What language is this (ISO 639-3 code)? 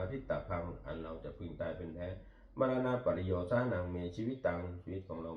pli